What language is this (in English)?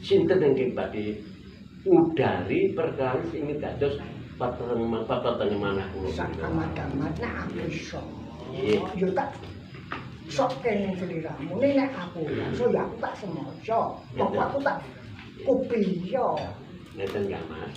Javanese